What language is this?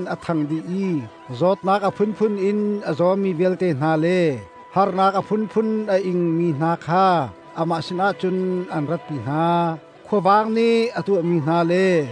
Hakha Chin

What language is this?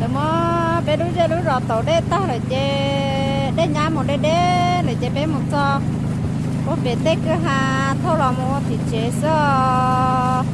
Hmong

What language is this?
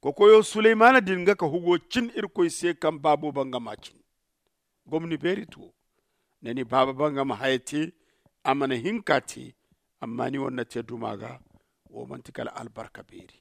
Zarma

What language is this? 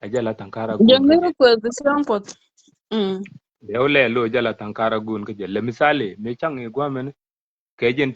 Nuer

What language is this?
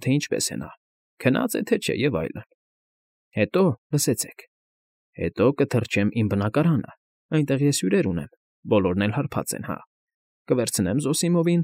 Armenian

